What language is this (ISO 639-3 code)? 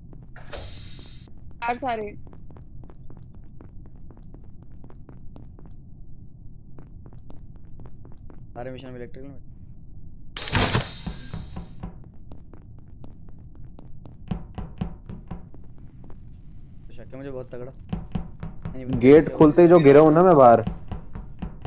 hin